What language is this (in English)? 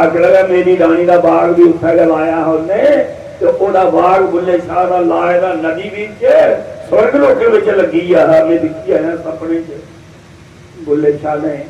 Dogri